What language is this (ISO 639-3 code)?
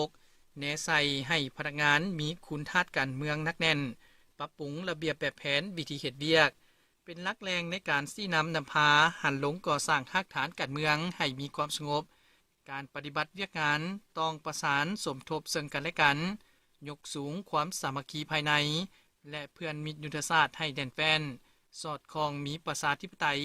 lao